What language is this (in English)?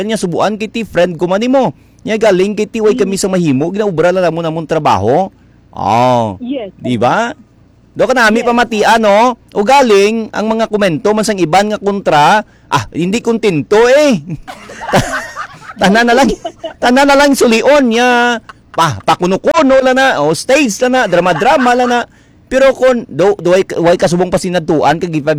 Hiligaynon